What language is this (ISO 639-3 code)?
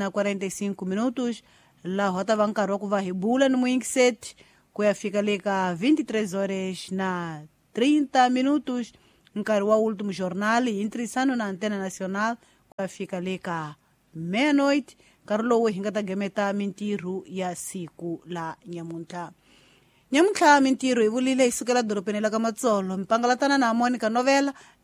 tso